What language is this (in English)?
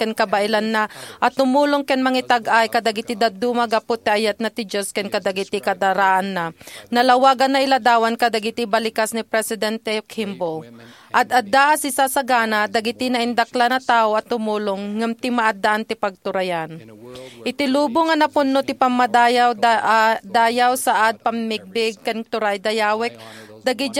Iloko